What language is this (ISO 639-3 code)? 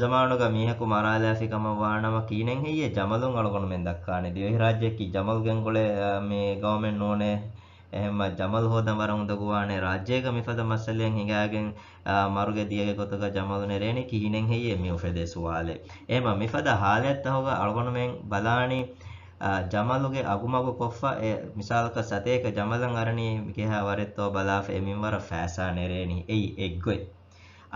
div